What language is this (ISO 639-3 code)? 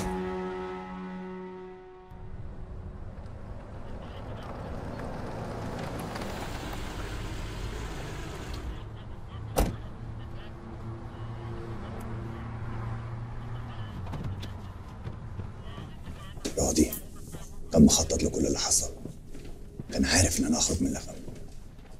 arz